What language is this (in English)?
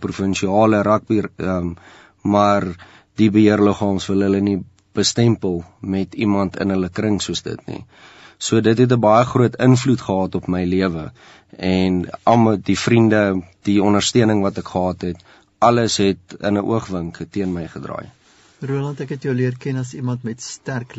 Afrikaans